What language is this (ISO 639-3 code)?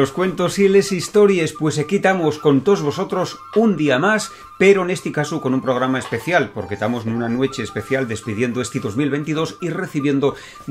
ast